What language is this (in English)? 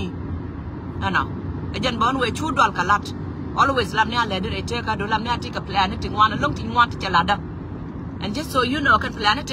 Nuer